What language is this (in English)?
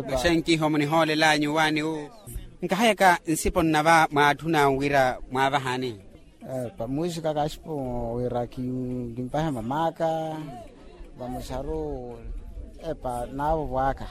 Makhuwa